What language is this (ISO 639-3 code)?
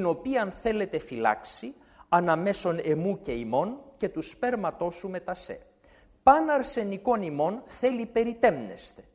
ell